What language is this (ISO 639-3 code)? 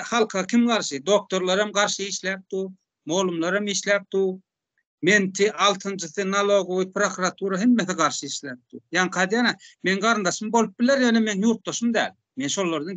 tuk